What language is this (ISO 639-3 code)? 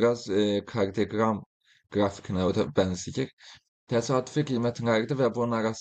aze